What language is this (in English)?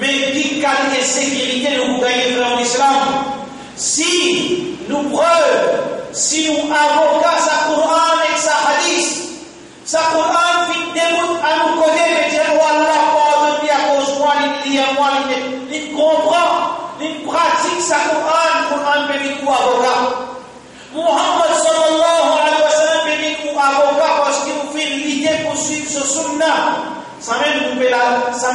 Morisyen